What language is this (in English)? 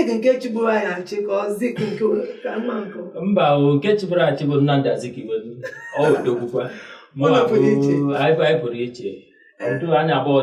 Igbo